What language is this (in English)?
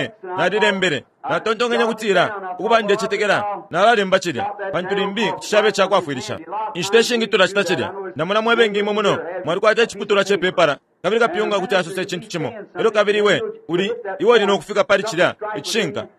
Bemba